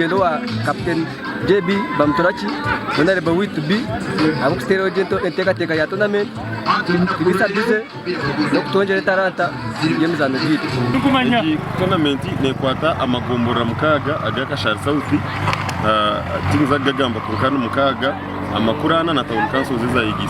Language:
Nyankole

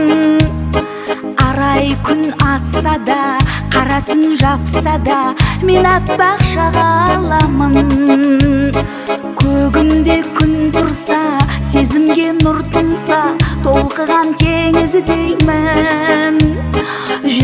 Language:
Kazakh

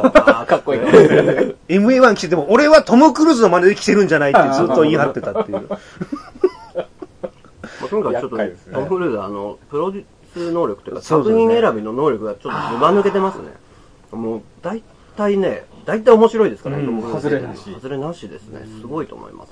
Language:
Japanese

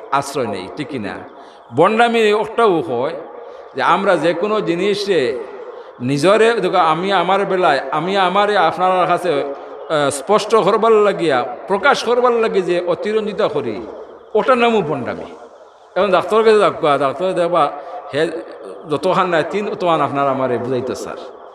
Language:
Sylheti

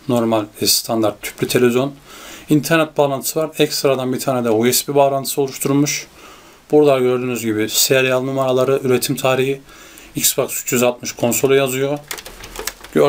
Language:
Turkish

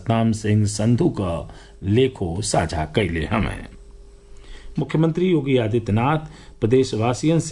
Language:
Bhojpuri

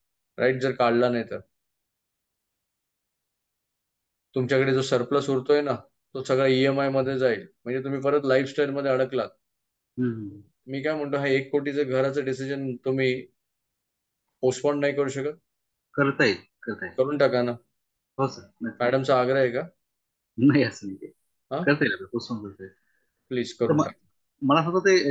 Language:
Marathi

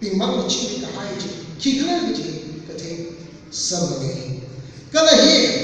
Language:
Tangkhul Naga (India)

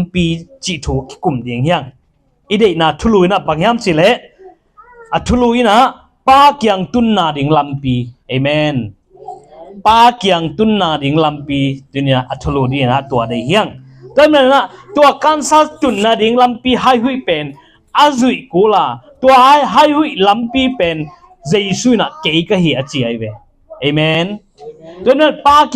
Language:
Tedim Chin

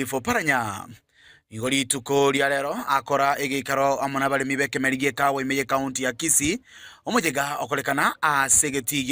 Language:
Gusii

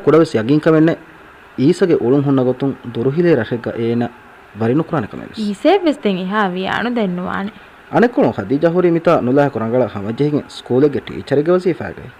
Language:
Divehi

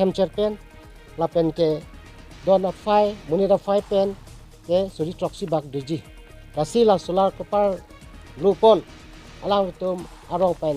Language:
Karbi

